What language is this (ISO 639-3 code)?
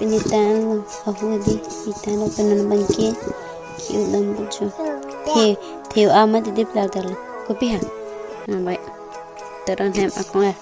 mjw